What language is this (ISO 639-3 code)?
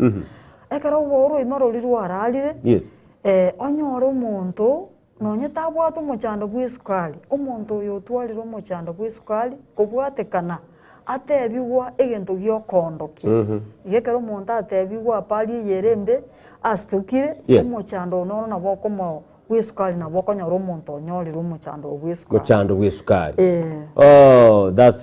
guz